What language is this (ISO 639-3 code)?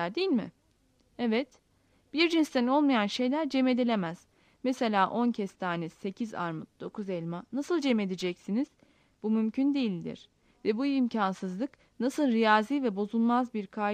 tur